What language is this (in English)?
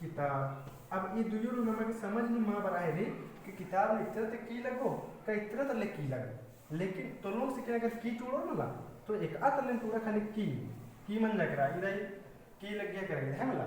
Kurukh